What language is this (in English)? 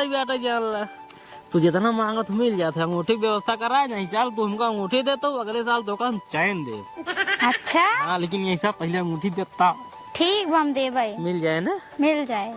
Awadhi